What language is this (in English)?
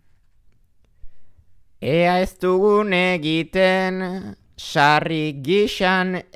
Basque